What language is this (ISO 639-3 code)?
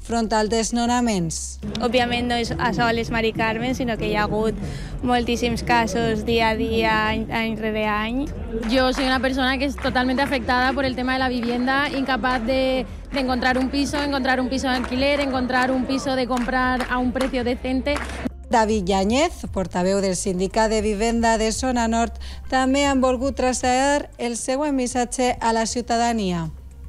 cat